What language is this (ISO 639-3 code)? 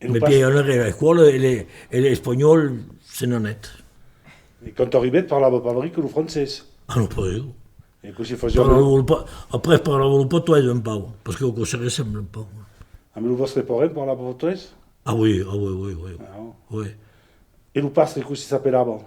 oci